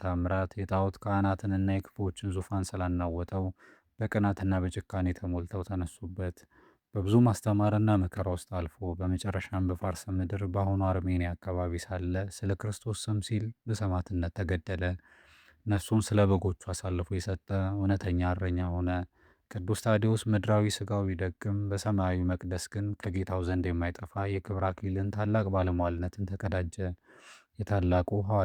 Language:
Amharic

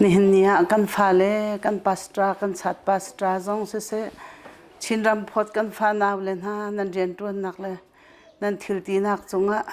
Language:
Hakha Chin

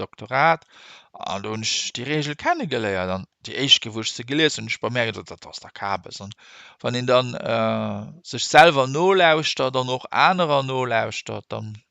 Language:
Luxembourgish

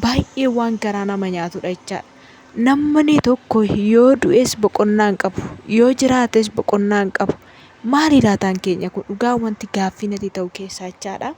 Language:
Oromo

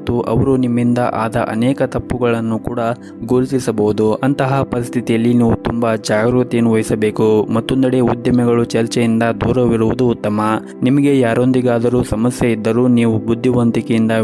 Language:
Kannada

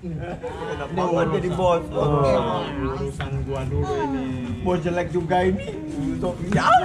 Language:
Betawi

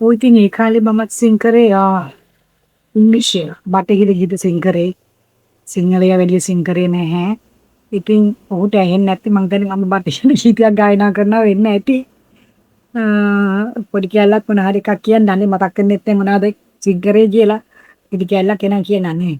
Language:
Sinhala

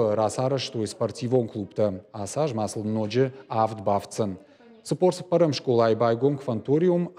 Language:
Ossetic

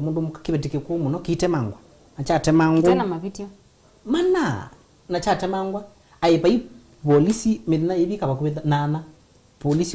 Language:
Kamba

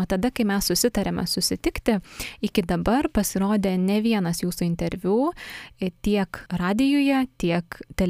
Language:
Lithuanian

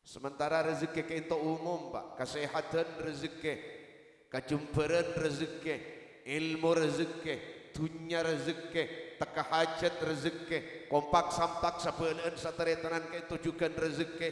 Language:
Madurese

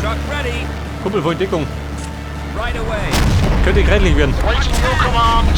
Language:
Bavarian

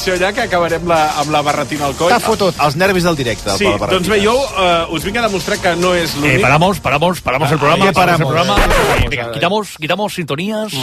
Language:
Catalan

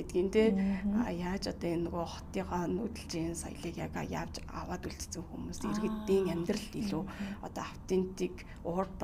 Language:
Mongolian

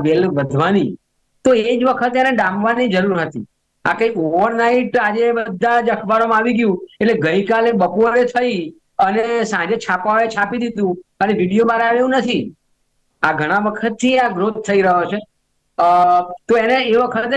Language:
Gujarati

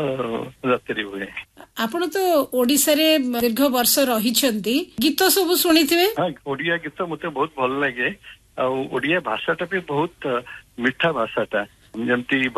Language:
Odia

